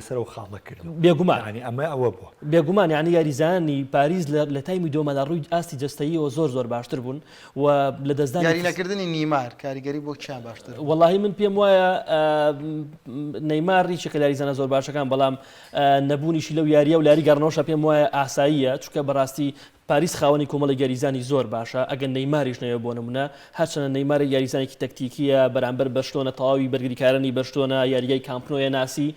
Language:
Central Kurdish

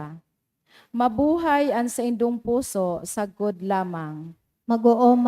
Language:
Bikol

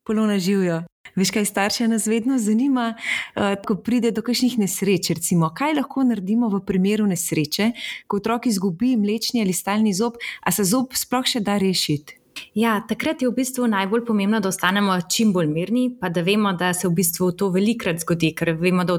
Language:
Slovenian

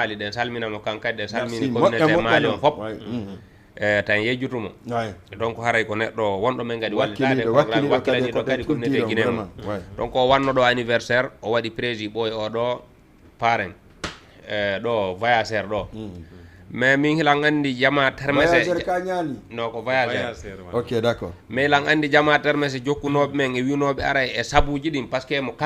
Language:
Fula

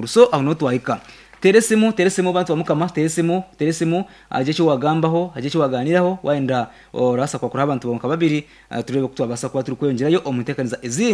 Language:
Nyankole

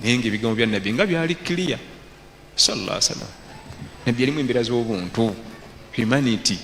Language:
Ganda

